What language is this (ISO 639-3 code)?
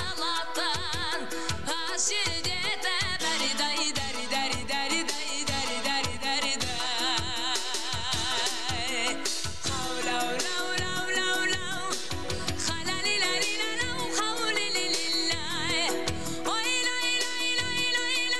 kaz